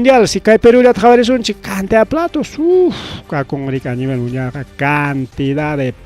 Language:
Ayacucho Quechua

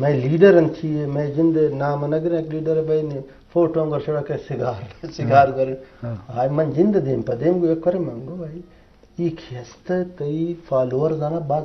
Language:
Eastern Balochi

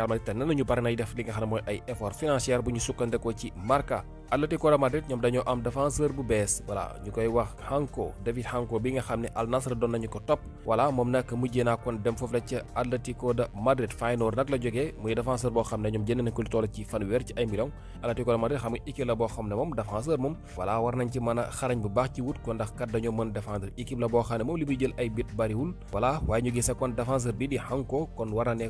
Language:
Wolof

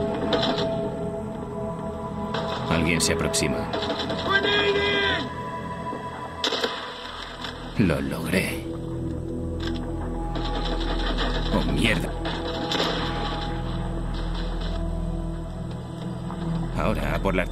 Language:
Spanish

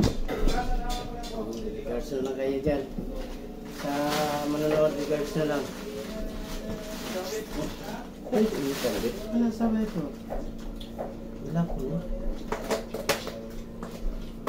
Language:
Filipino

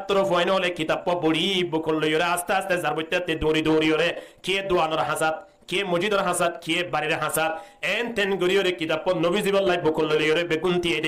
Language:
Rohingya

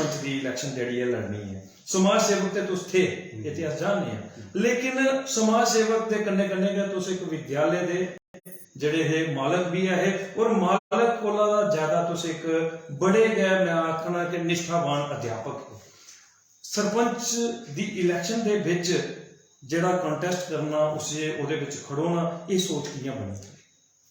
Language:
Dogri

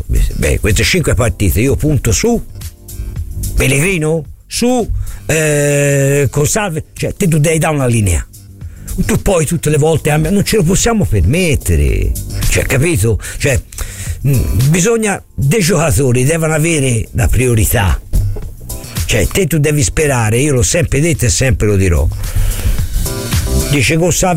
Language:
Italian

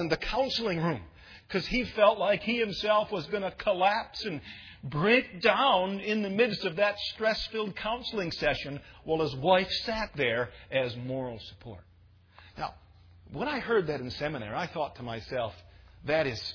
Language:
English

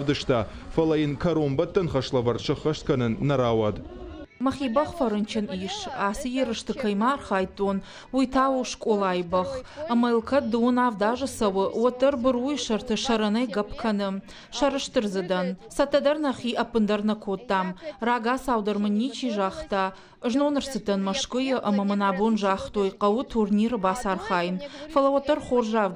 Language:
Ossetic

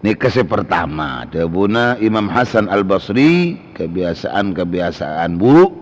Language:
Madurese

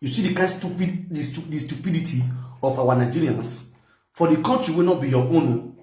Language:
Nigerian Pidgin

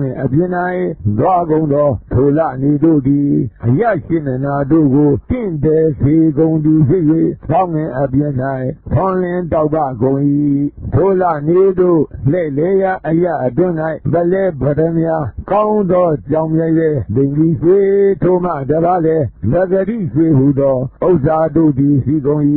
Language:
Burmese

